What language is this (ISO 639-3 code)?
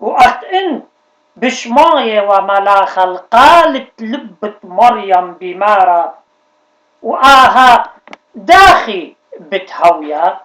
aii